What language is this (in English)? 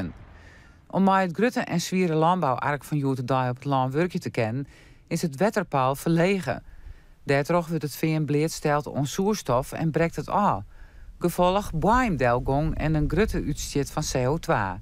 Western Frisian